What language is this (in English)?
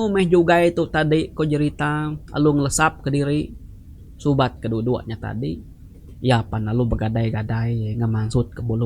Iban